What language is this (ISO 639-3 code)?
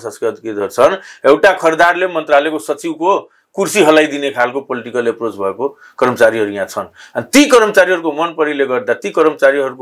nep